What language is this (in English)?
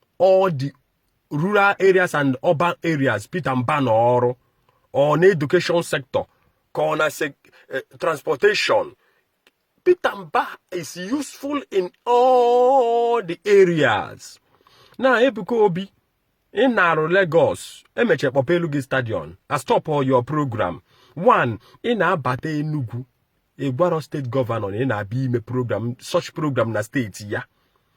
Igbo